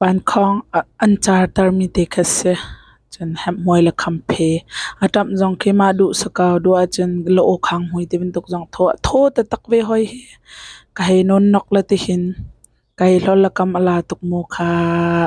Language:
Hakha Chin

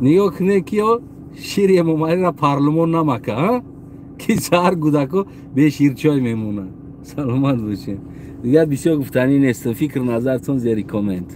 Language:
Tajik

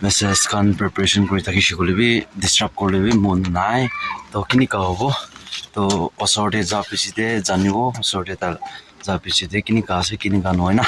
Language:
Naga Pidgin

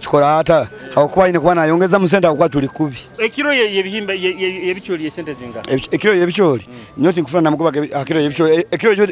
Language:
Nyoro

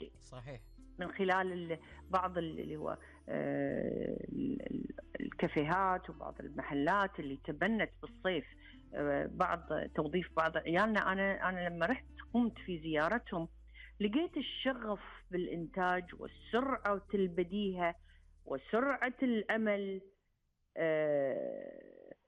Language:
Gulf Arabic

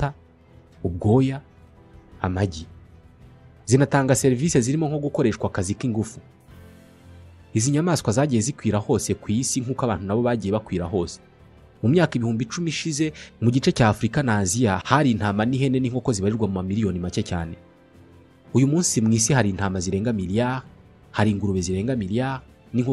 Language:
Kinyarwanda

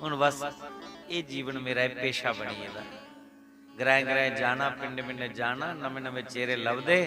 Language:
Dogri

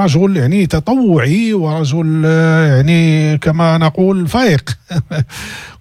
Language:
Moroccan Arabic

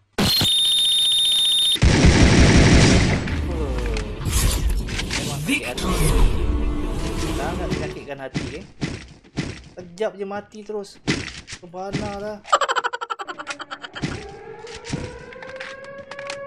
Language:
Malay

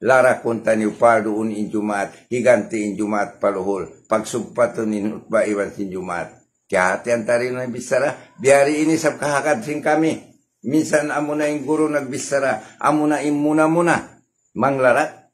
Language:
Tausug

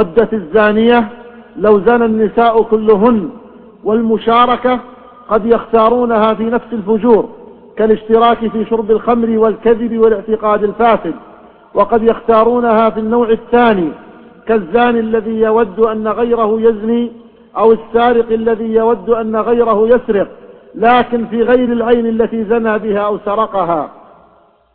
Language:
Arabic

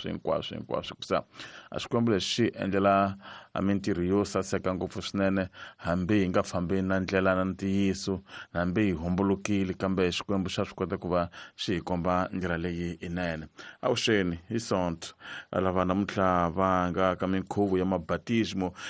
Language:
Tsonga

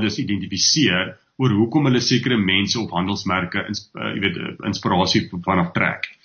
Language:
Afrikaans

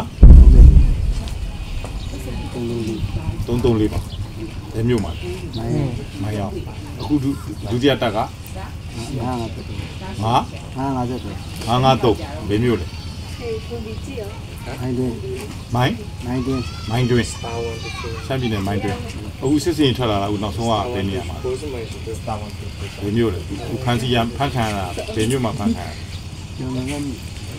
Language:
Burmese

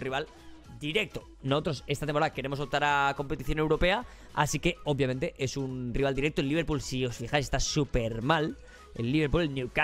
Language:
Spanish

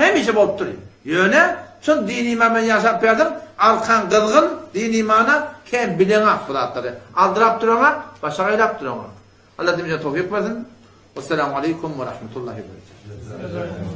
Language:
Turkmen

